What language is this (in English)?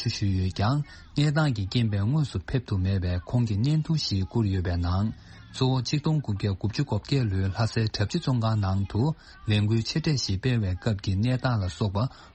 Tibetan